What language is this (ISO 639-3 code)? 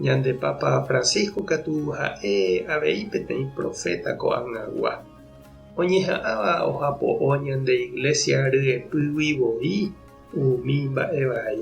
grn